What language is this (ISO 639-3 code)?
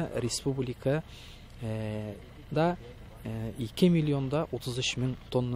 tat